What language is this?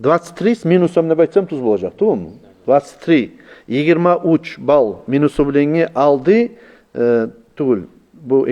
Kumyk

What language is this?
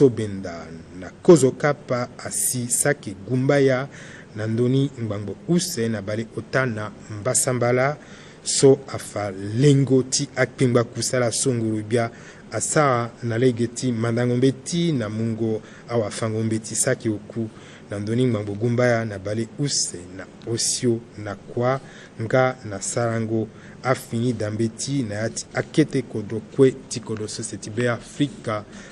Sango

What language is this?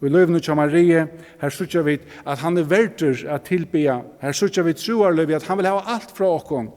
Faroese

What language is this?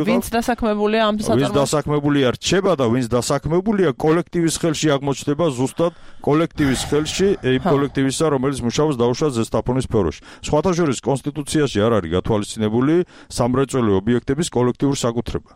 Georgian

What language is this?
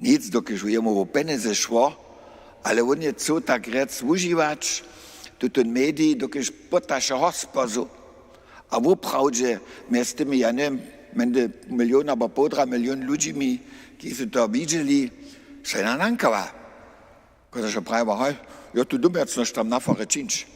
Upper Sorbian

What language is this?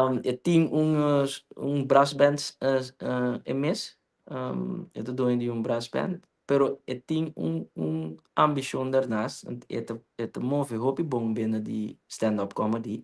Papiamento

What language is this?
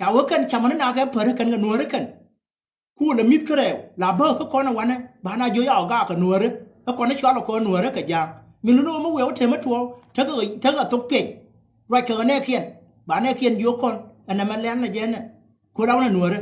Nuer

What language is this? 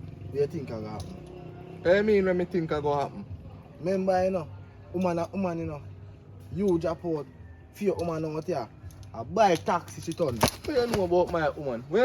Jamaican Creole English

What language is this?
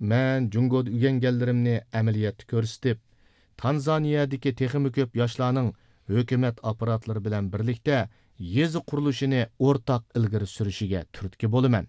Uyghur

